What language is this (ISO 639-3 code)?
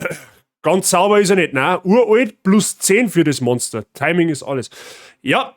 bar